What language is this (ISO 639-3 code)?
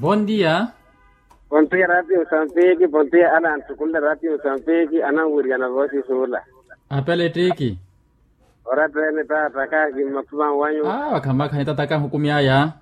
vmw